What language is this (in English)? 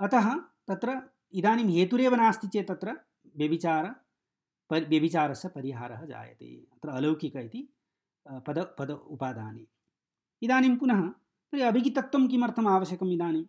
Sanskrit